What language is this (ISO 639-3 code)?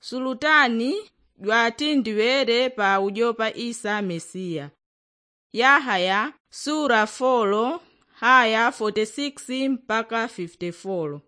yao